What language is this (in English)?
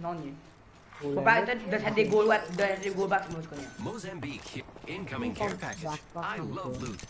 Morisyen